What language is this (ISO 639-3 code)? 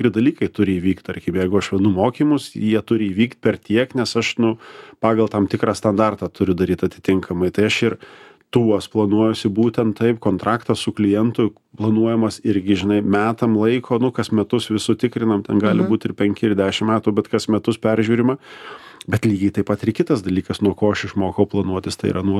lit